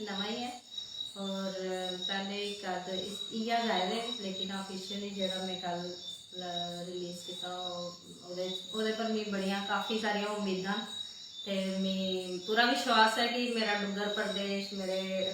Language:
Dogri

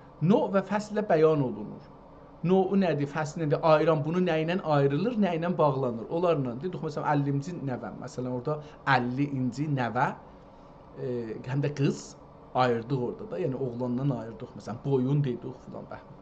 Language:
South Azerbaijani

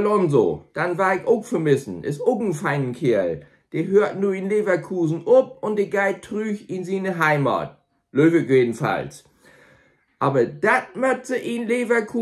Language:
Low German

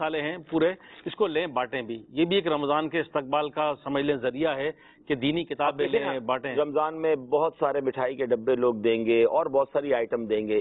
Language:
Urdu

